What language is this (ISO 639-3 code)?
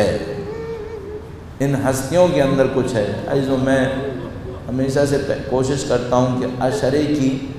urd